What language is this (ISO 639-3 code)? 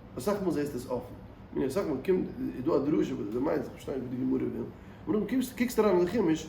yid